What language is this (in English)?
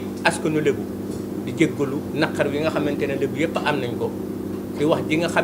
Wolof